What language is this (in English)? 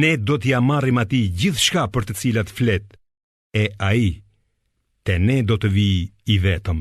Albanian